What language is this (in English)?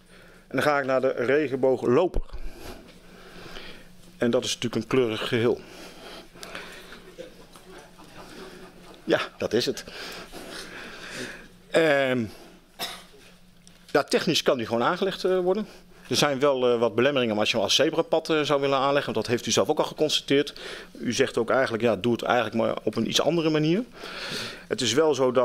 Dutch